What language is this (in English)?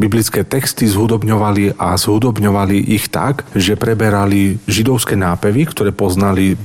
Slovak